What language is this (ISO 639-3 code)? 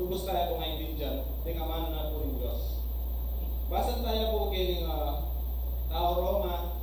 pam